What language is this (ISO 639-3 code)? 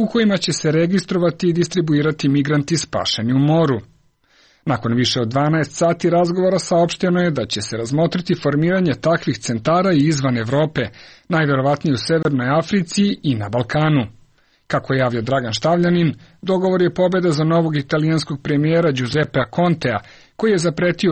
srp